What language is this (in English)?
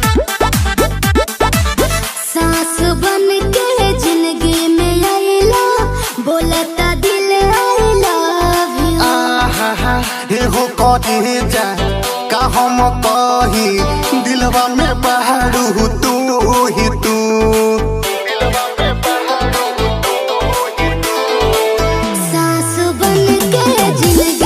Bhojpuri